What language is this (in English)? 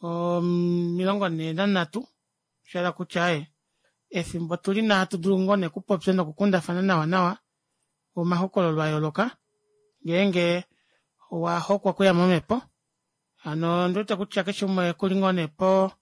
Kuanyama